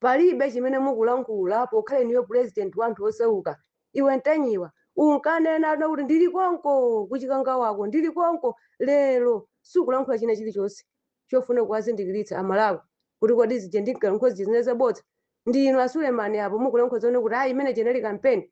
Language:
Nyanja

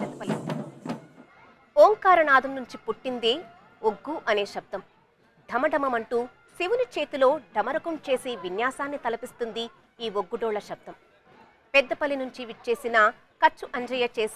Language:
Telugu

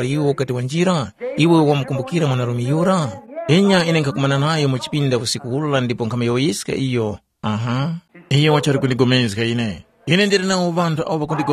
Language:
Tumbuka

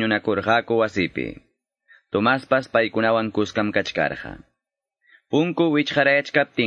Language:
Quechua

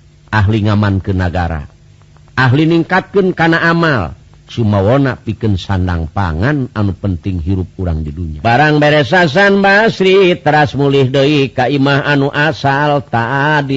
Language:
Sundanese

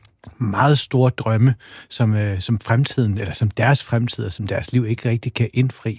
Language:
Danish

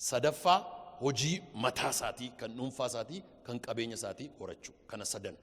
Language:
Oromo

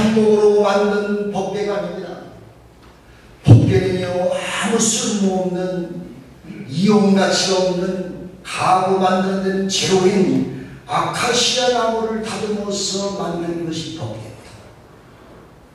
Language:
Korean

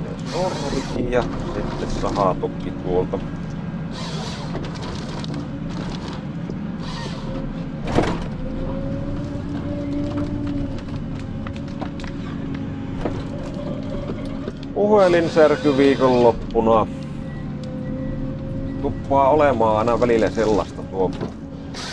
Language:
Finnish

